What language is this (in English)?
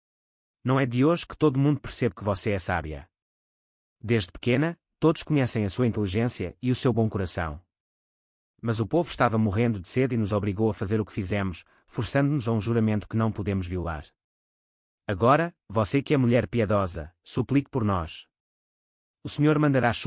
Portuguese